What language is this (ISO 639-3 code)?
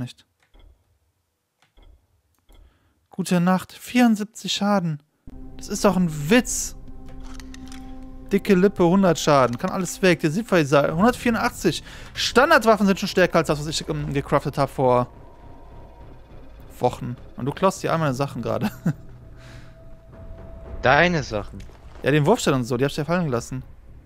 deu